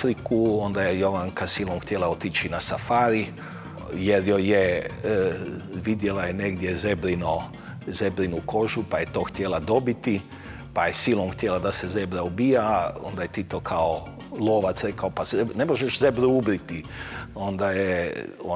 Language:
Croatian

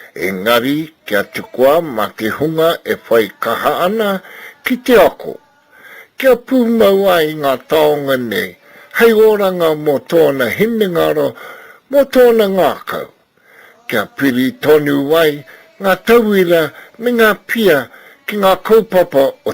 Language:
Māori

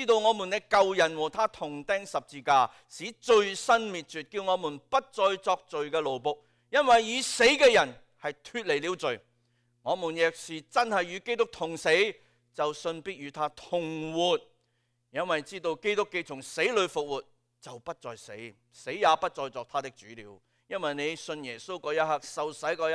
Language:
Cantonese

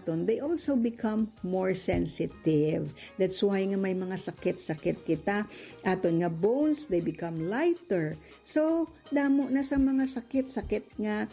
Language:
Hiligaynon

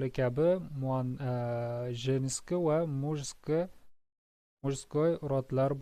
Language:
Uzbek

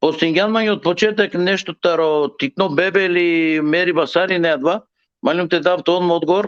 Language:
Balkan Romani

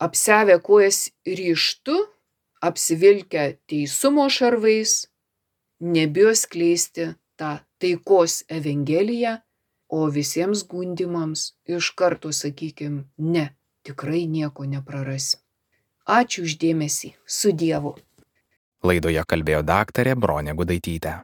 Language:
Lithuanian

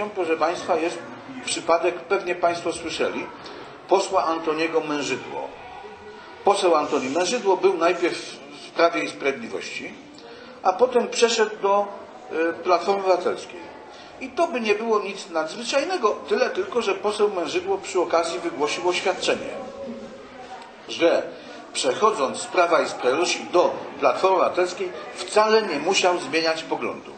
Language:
Polish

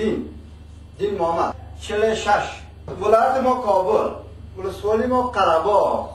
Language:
Persian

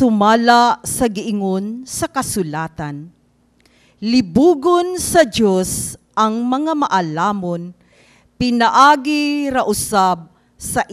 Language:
Cebuano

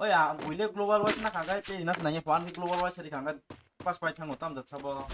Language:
Kok Borok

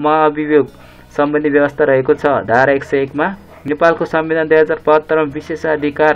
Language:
Nepali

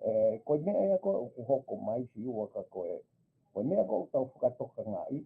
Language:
Tongan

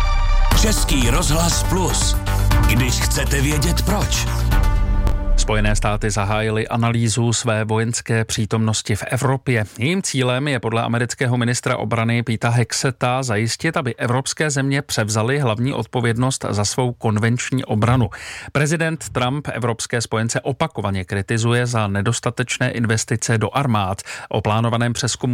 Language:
Czech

